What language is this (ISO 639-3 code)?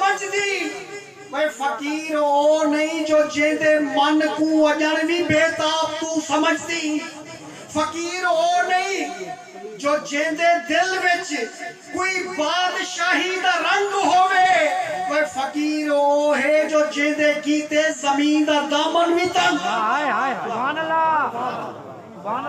skr